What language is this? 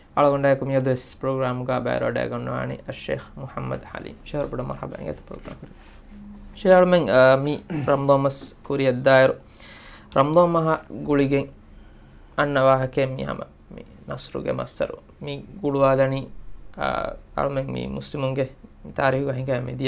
Divehi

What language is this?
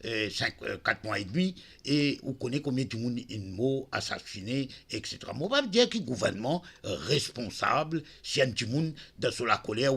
Morisyen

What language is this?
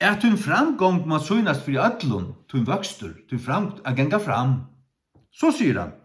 Faroese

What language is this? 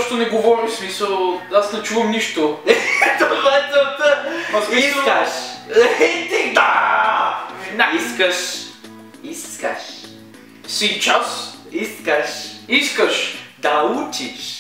Bulgarian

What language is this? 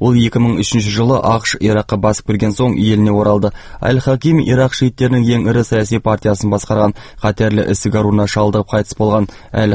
Kazakh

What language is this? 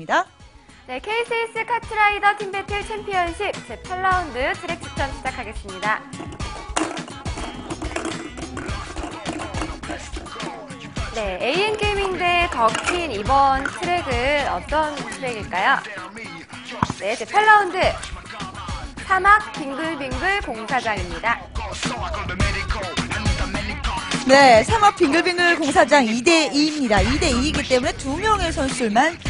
Korean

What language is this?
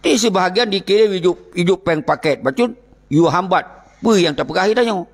Achinese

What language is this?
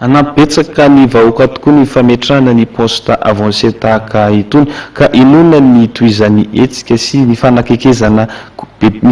Malagasy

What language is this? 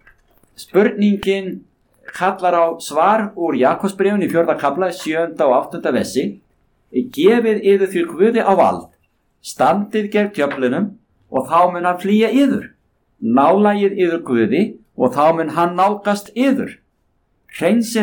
Icelandic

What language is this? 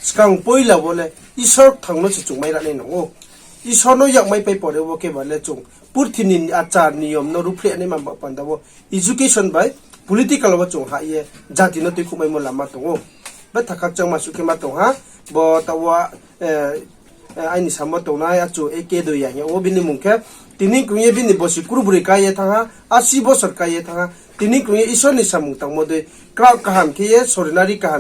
Riang (India)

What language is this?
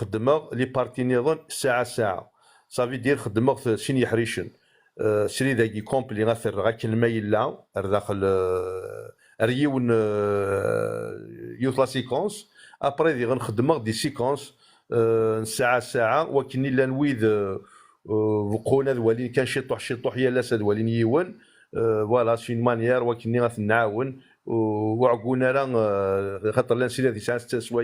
Kabyle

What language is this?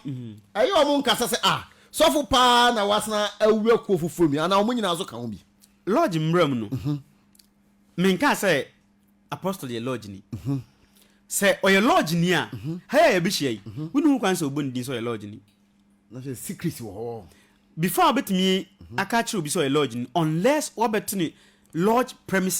Akan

